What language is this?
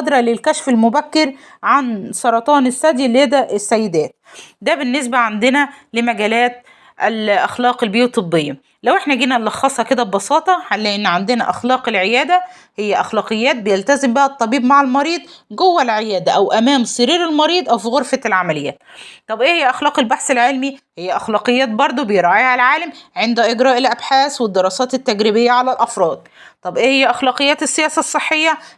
Egyptian Arabic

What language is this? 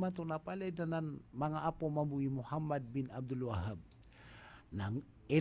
Maranao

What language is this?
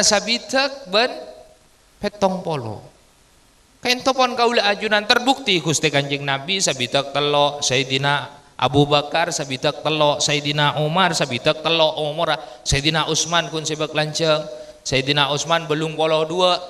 Madurese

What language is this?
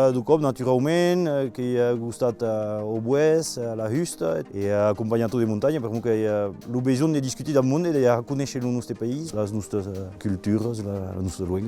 Occitan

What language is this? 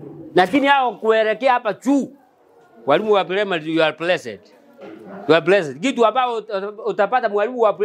Gusii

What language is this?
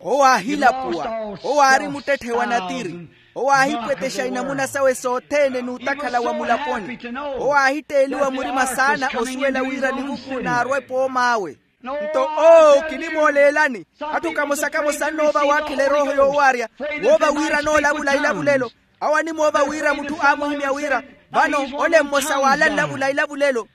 Makhuwa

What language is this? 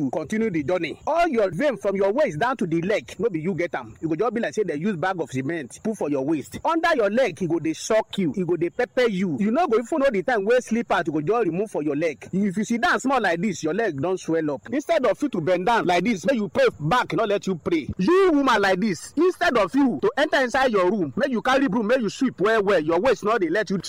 Nigerian Pidgin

